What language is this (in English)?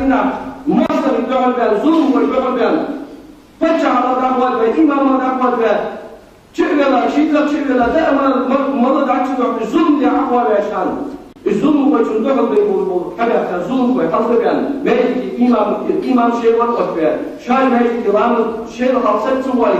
Ingush